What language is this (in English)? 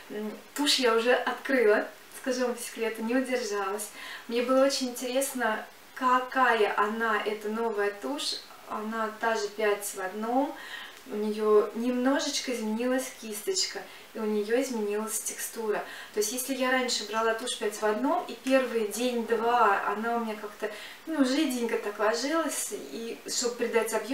Russian